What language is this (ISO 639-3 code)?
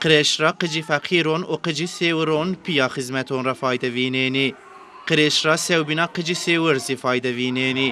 zza